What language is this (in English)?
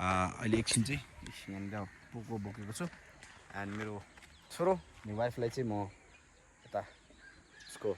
Nepali